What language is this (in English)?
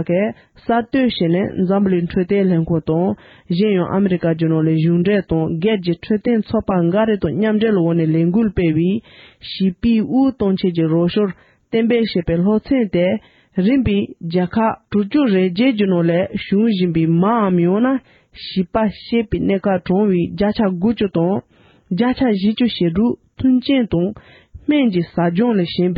Tibetan